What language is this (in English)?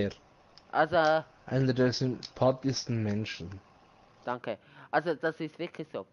Swiss German